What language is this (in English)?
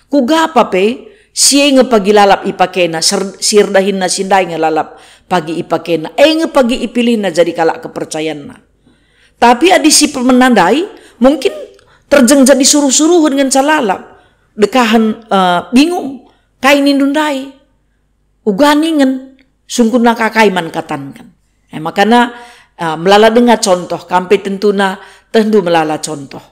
Batak Karo